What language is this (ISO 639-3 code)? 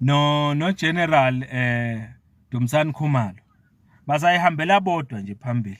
zul